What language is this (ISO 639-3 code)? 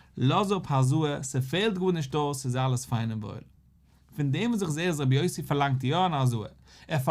yid